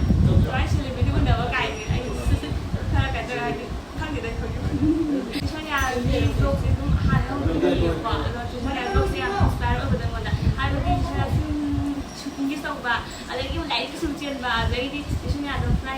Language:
Manipuri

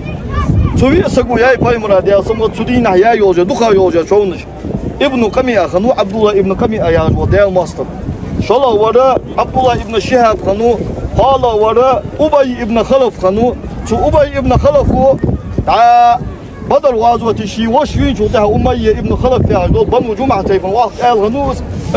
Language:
Ingush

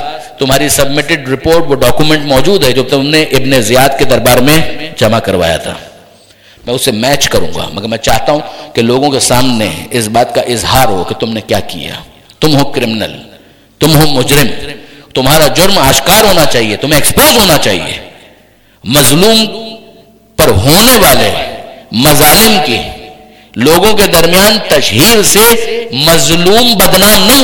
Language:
Urdu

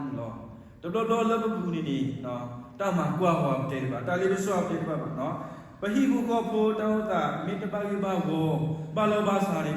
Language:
S'gaw Karen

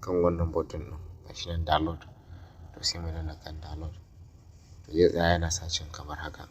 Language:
Hausa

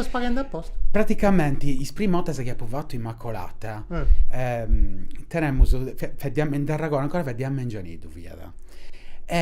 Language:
Sardinian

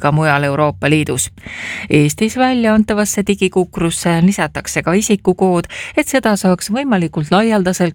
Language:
Estonian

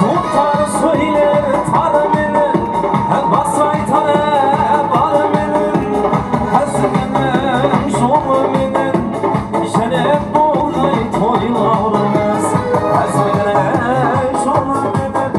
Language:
Kara-Kalpak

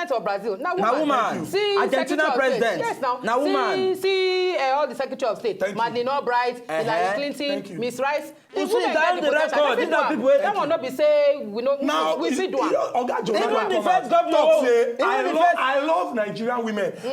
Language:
Nigerian Pidgin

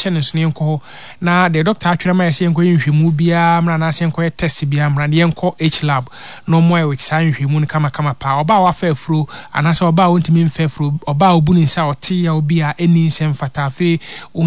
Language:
Akan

